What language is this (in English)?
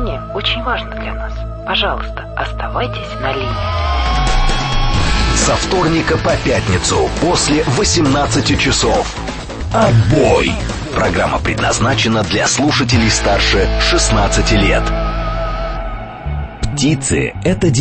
Russian